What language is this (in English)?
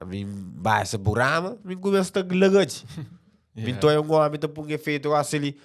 Kabuverdianu